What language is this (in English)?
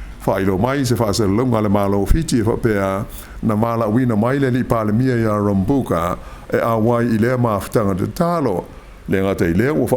Samoan